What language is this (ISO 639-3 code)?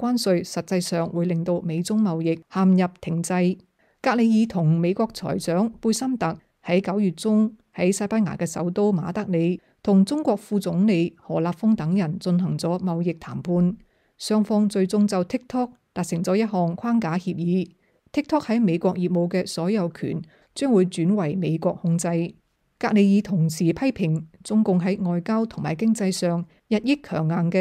yue